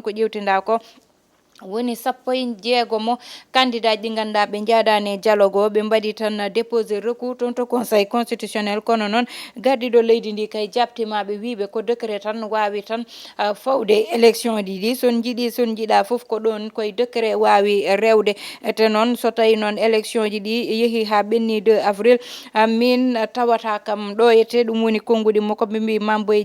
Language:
Fula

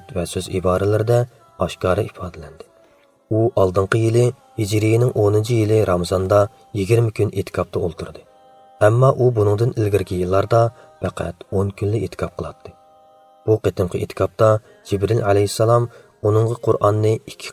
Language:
Uyghur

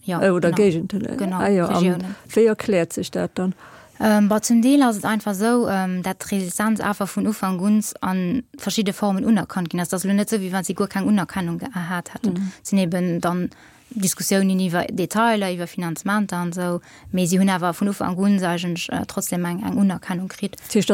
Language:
Luxembourgish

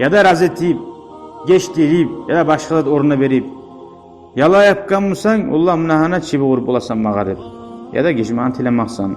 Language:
Kumyk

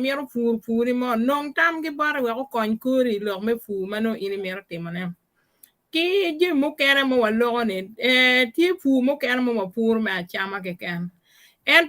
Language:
Acoli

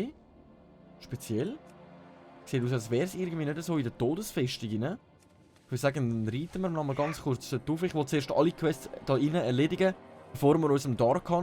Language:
Swiss German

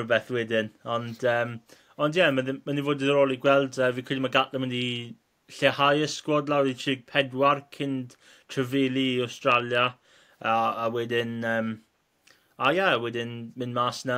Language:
Welsh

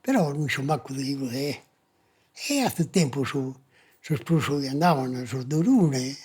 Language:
Sardinian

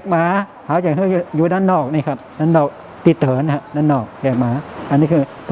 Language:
Thai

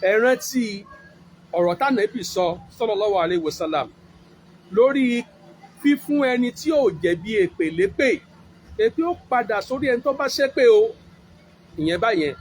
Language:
Yoruba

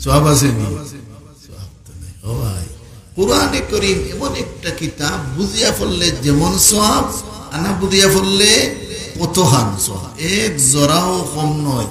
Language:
Sylheti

